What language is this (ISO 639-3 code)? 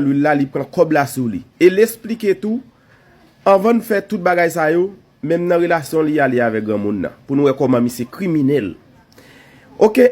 hat